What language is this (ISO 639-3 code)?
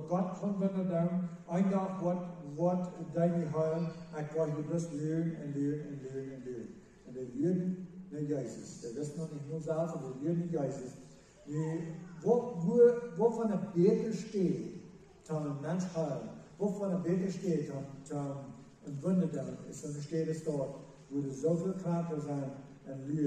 pdt